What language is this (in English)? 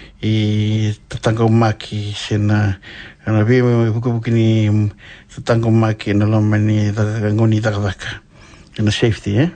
Fijian